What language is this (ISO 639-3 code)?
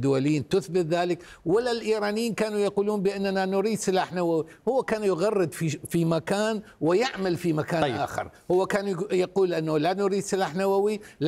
ara